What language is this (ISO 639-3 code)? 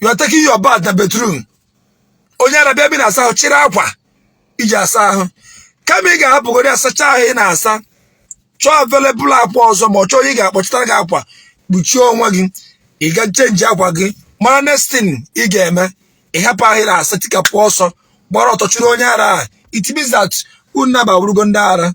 ibo